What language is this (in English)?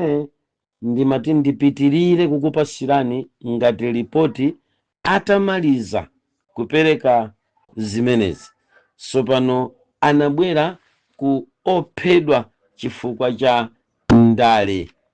Nyanja